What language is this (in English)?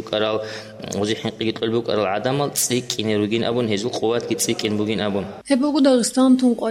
Avaric